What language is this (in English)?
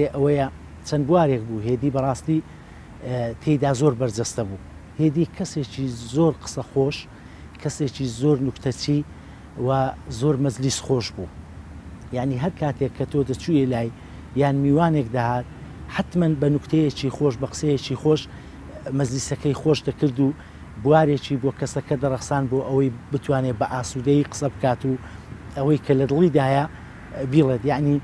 Central Kurdish